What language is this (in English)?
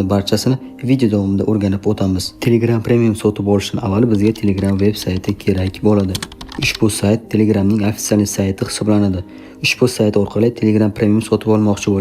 Uzbek